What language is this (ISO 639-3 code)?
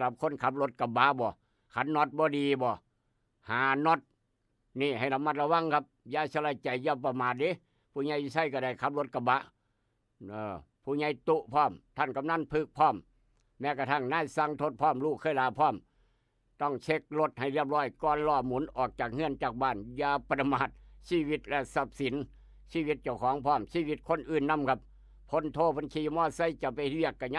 tts